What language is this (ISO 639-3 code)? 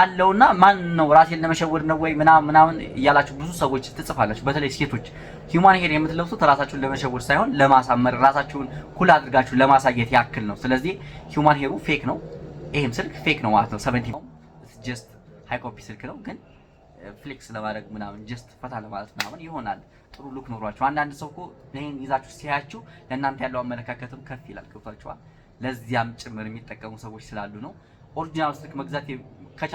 amh